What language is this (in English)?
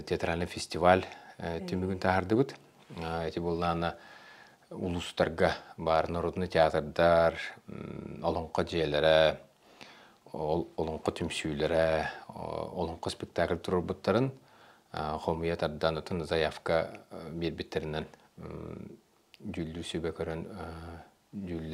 Yakut